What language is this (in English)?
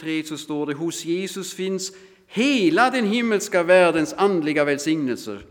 Swedish